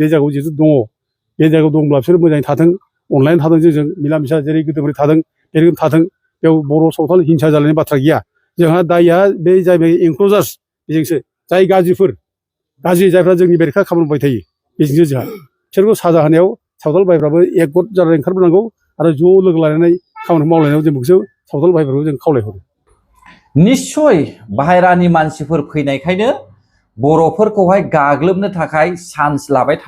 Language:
Bodo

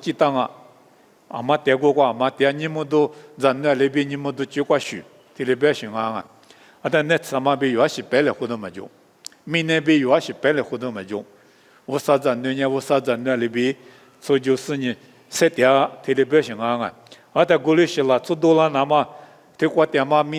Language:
Lisu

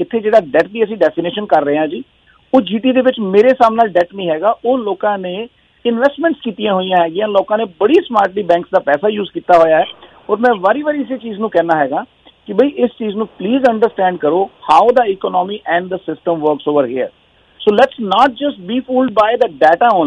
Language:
Punjabi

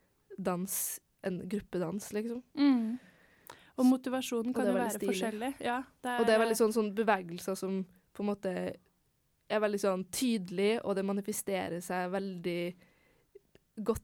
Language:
Norwegian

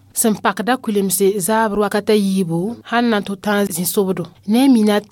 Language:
Mossi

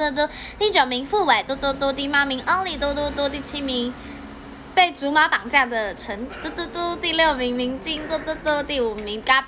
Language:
Chinese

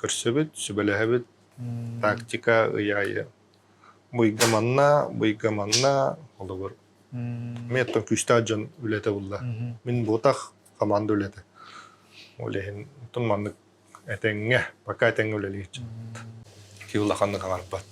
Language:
Yakut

